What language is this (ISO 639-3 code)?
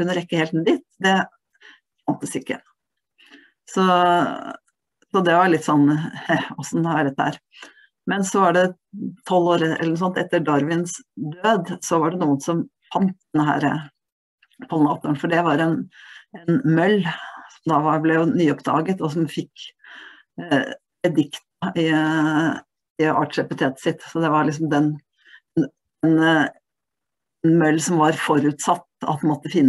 nor